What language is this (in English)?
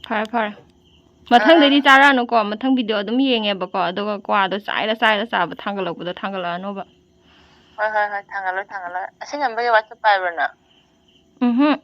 Manipuri